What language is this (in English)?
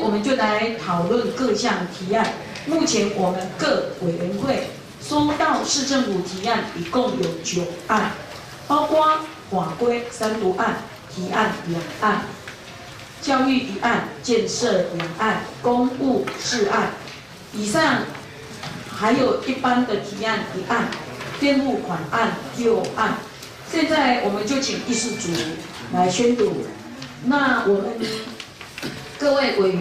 Chinese